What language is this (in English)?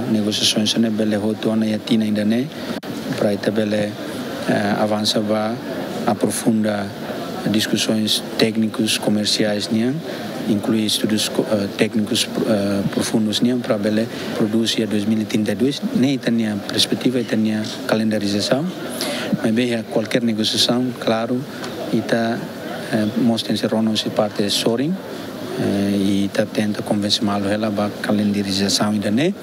Tetum